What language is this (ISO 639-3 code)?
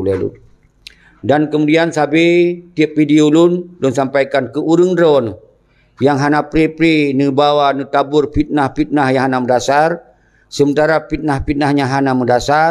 ace